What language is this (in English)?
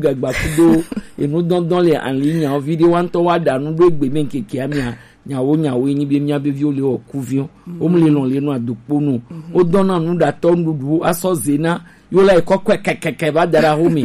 Gen